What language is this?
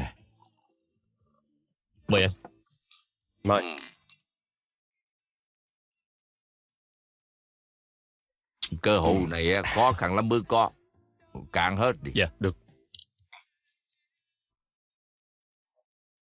Vietnamese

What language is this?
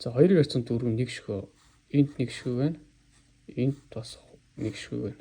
Mongolian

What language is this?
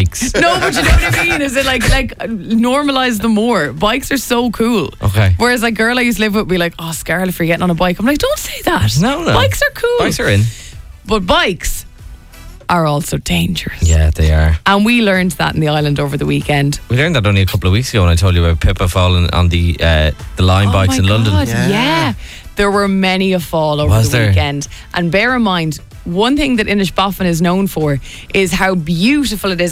English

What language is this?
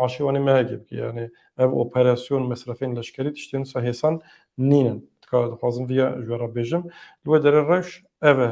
Kurdish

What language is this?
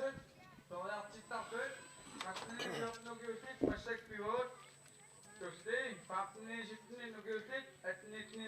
Kalaallisut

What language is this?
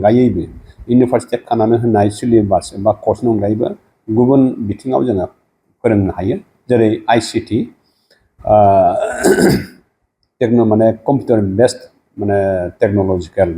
Bodo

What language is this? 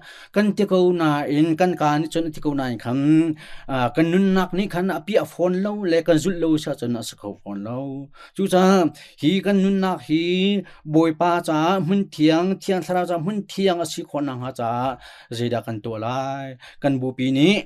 Hakha Chin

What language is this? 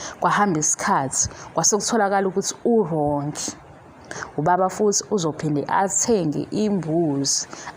Zulu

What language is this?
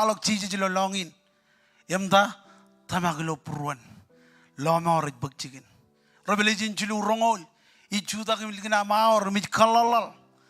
Marshallese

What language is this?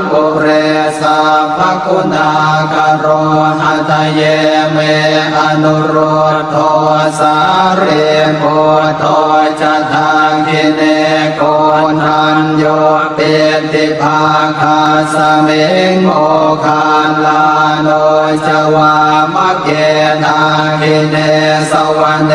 Pali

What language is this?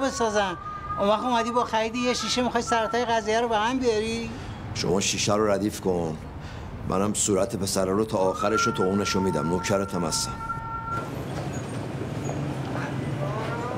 Persian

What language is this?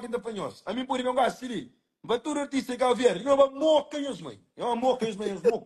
Kabuverdianu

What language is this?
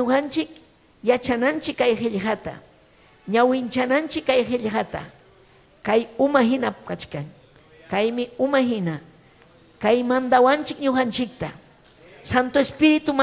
Ayacucho Quechua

